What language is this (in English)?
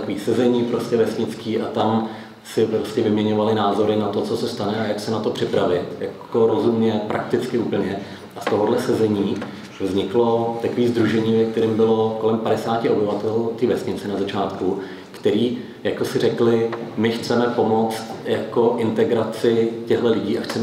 Czech